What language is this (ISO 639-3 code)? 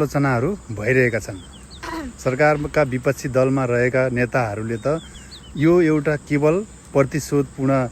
nep